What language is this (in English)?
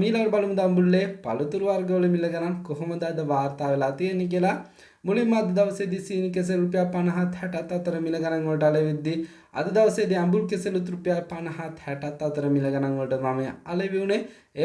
Sinhala